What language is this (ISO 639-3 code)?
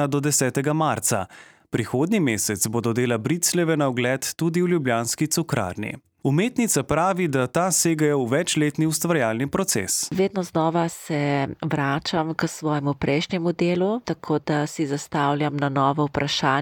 slv